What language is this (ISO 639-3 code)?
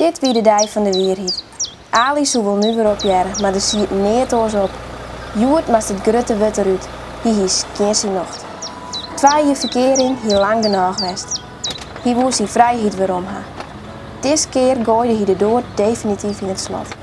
fry